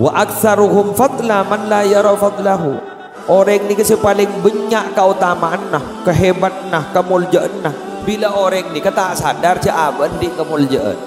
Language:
Madurese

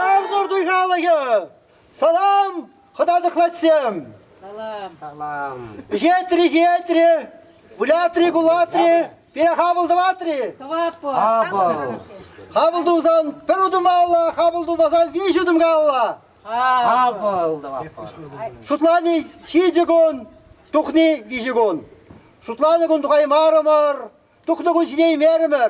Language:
Chuvash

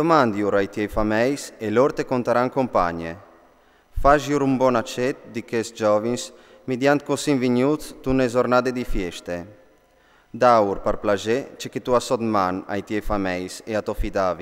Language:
Friulian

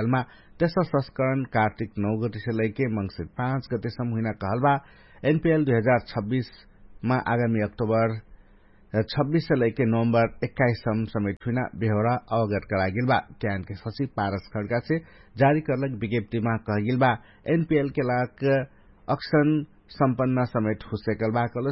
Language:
Dangaura Tharu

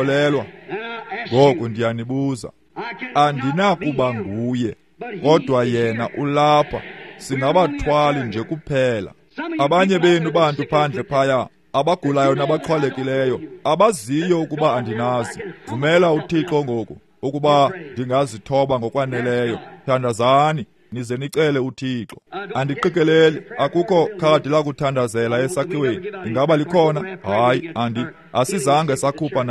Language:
Xhosa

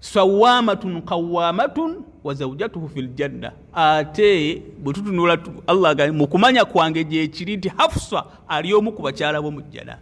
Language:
Ganda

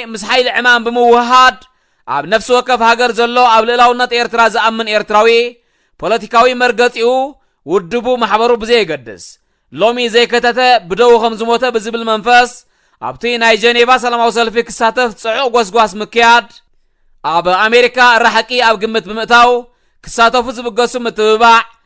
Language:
Tigrinya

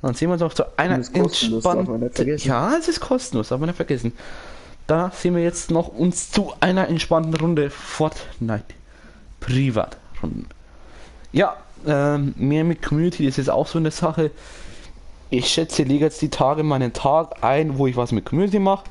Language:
Bavarian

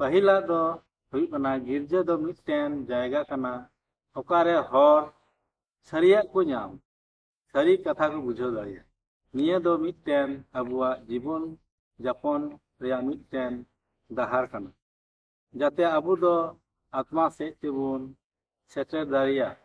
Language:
Santali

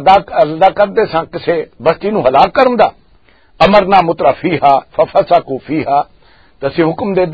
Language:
Western Panjabi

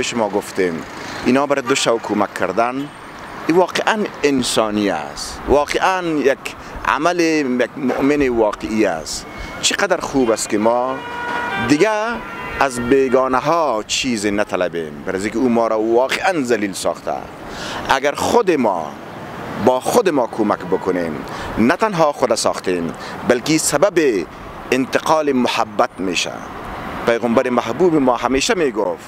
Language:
Persian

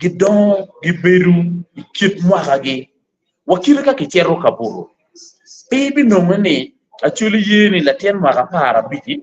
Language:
Acoli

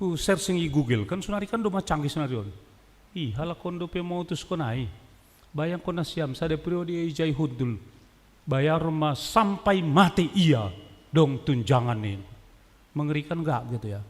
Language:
Batak Simalungun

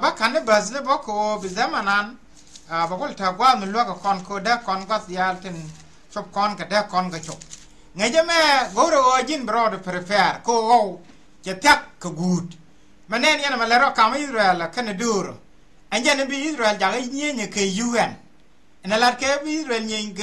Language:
Nuer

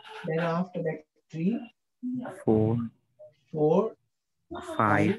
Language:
Hindi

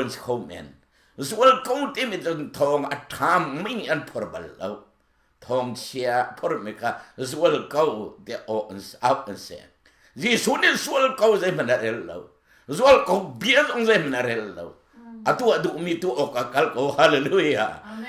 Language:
Hakha Chin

